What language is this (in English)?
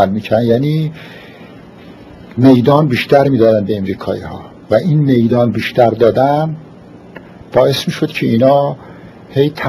Persian